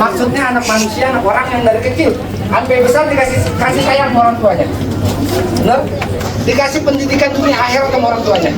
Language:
Betawi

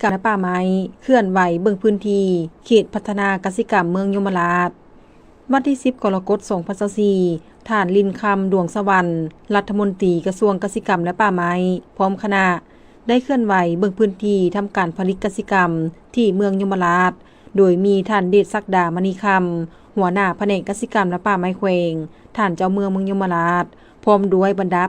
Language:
Lao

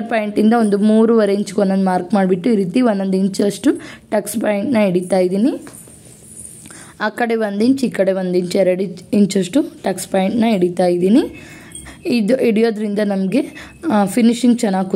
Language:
Kannada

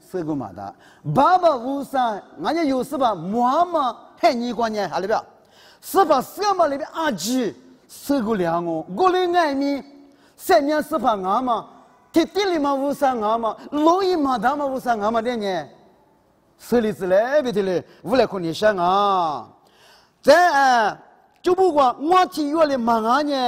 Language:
Lisu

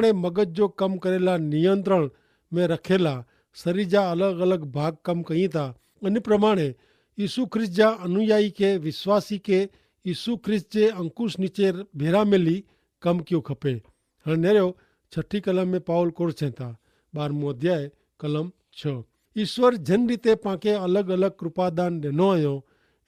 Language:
Kachhi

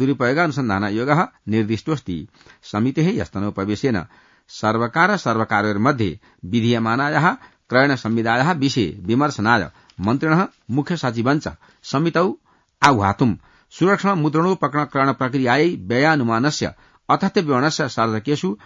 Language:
Sanskrit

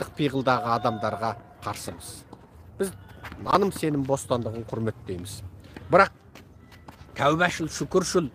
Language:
Kazakh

